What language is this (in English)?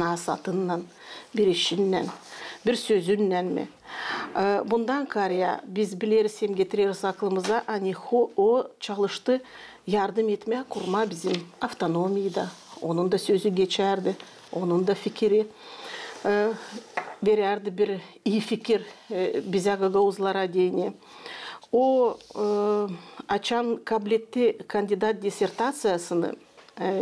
Gagauz